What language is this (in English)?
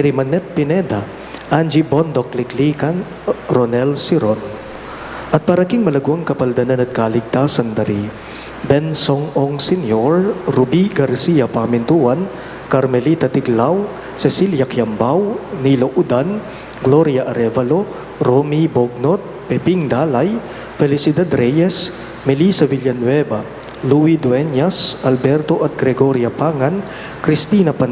Pampanga